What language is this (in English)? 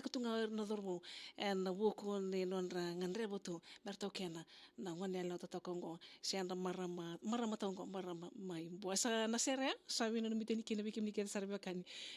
Fijian